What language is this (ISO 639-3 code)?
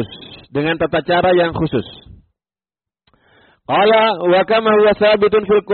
ind